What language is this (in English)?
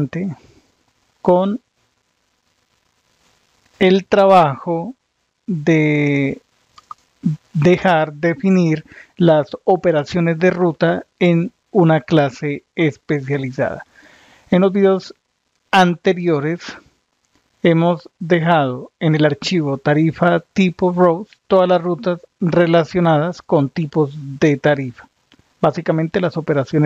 Spanish